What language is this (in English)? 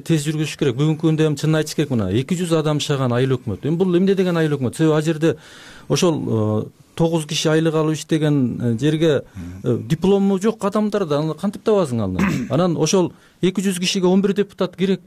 Kyrgyz